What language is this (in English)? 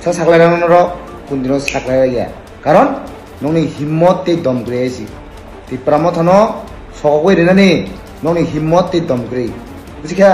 Kok Borok